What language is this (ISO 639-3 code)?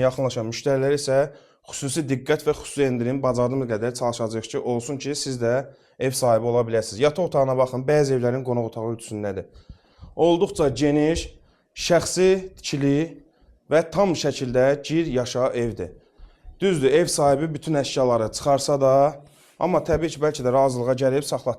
aze